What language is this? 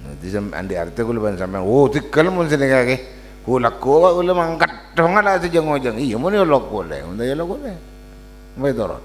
Madurese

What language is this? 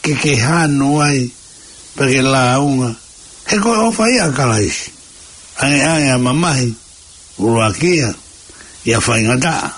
Tongan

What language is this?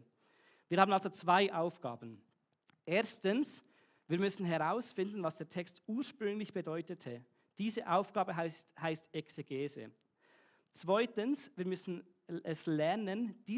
Swiss German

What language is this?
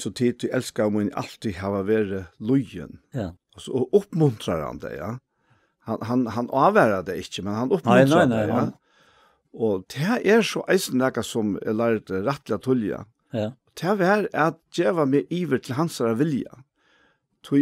Faroese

